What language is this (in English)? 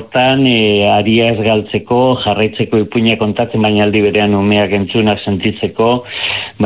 Basque